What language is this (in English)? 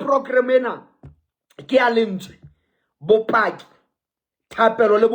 Southern Sotho